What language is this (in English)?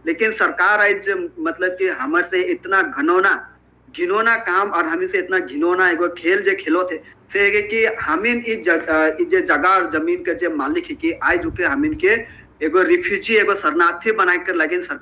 Sadri